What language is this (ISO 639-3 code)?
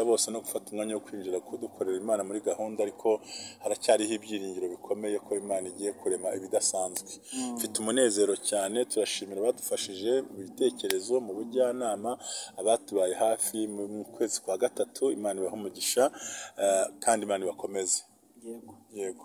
kin